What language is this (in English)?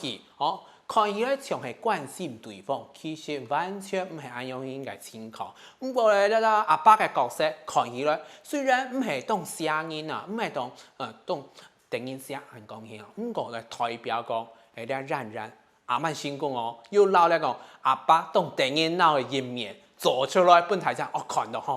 Hakka Chinese